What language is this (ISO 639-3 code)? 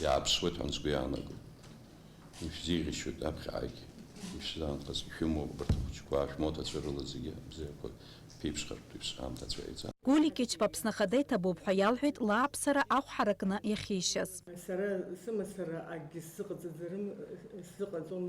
abk